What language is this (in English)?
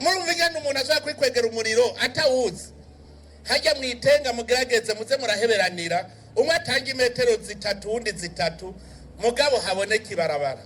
Rundi